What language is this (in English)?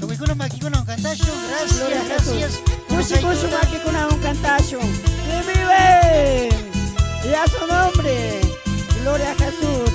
Chimborazo Highland Quichua